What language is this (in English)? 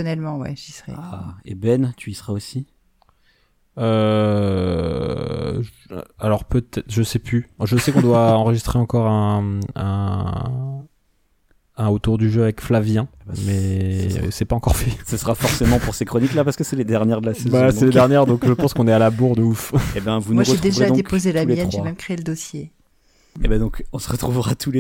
French